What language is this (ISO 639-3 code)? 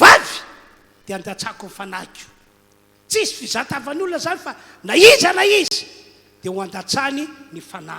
mlg